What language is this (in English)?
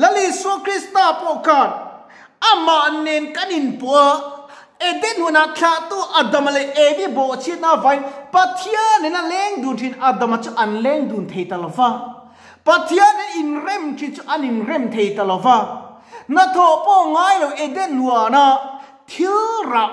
Mizo